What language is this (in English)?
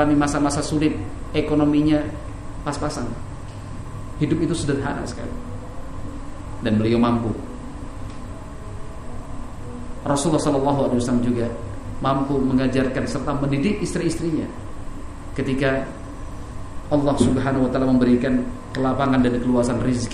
Indonesian